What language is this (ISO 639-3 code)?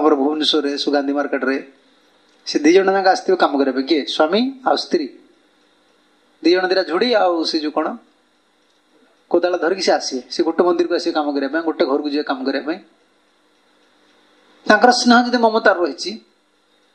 ori